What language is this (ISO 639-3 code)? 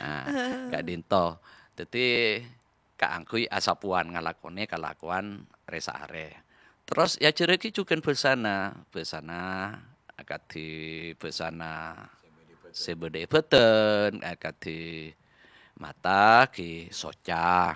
mad